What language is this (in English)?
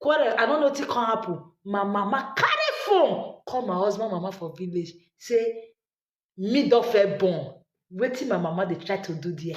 Nigerian Pidgin